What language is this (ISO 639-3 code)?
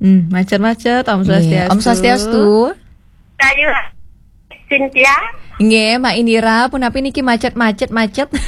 ban